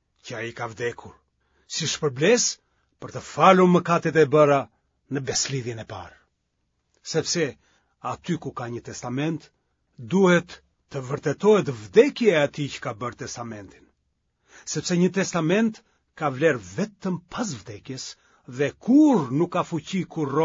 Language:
Albanian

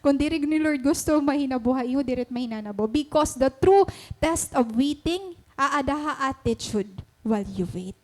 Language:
Waray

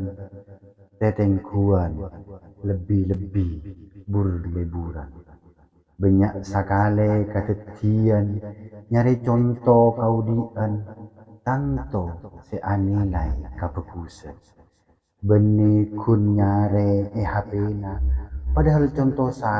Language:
Madurese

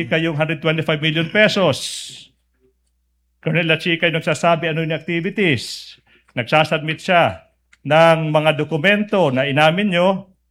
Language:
Filipino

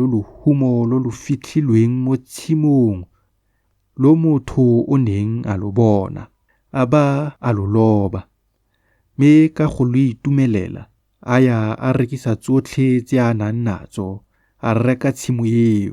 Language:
Tswana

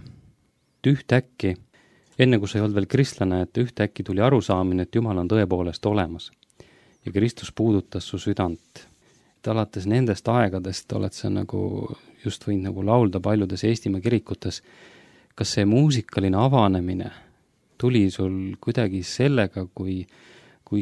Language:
Estonian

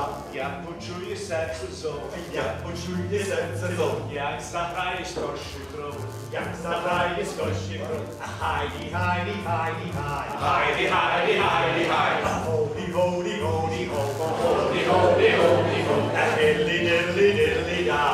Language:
Ukrainian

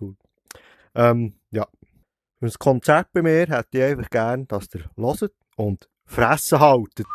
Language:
Swiss German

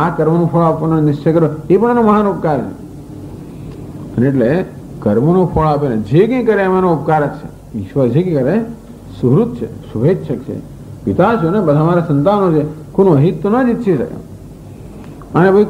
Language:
Gujarati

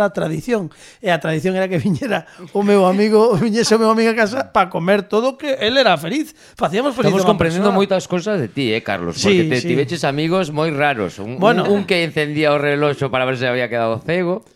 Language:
Galician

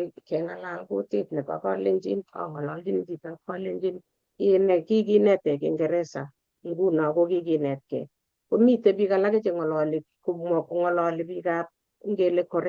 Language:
Kalenjin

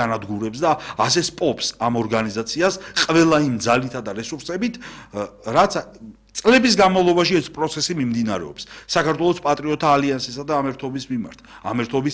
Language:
Georgian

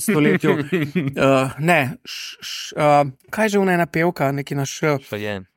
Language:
Slovenian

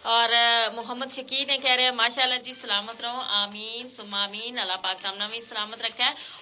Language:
Gujari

